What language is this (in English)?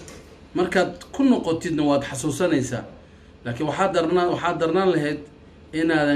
Somali